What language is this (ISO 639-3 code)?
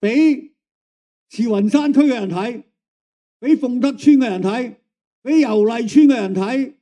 yue